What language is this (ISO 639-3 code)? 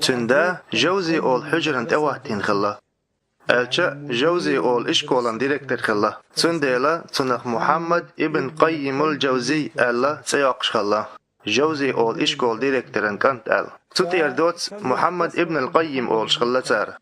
che